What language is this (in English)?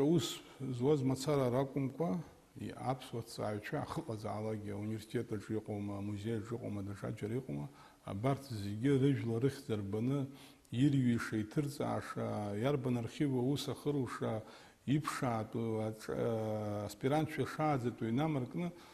Abkhazian